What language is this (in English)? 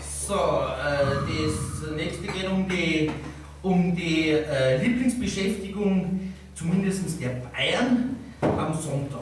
Bavarian